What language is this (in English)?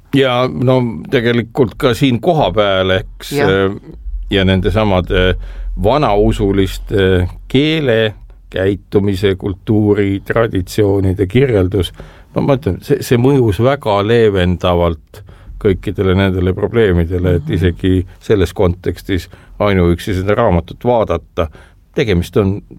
Estonian